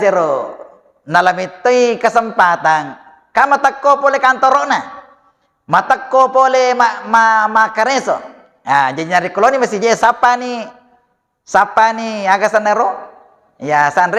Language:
Buginese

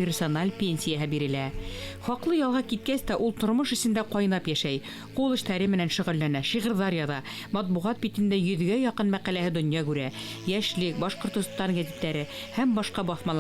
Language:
Bashkir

